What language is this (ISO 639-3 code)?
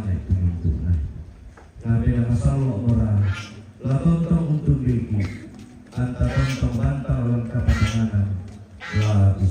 sda